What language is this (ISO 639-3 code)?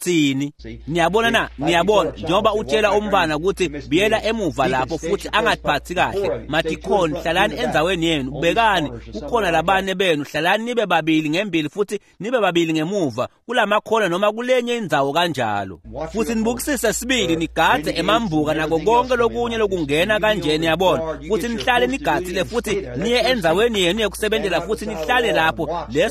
ssw